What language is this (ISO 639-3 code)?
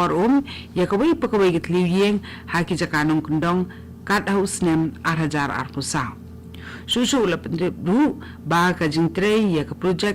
kha